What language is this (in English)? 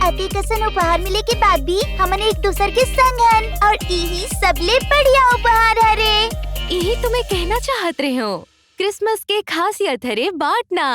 Chhattisgarhi